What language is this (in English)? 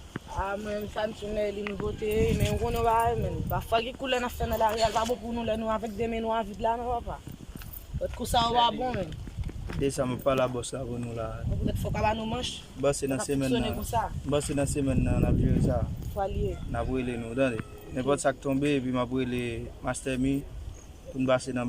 Haitian Creole